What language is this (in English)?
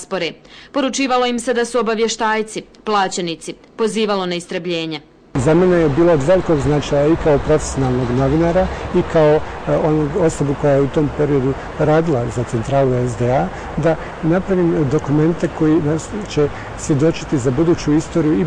Bosnian